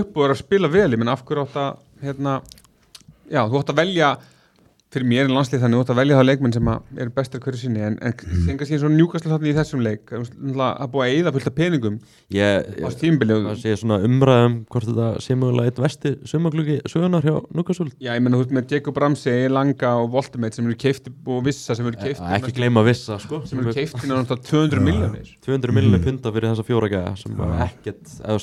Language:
Icelandic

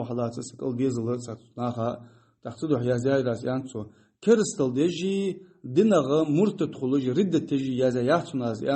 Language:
Ingush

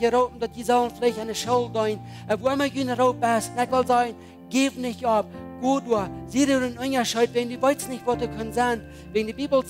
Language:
Plautdietsch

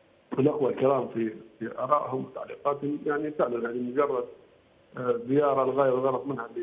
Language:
Arabic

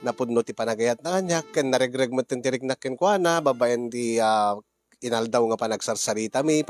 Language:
Iloko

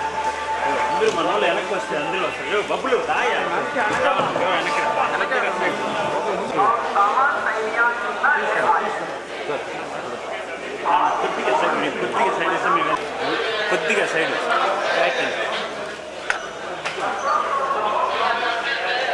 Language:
Telugu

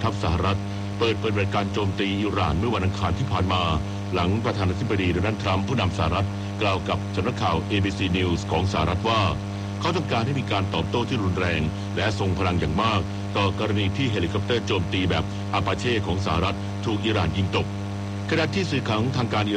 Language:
Thai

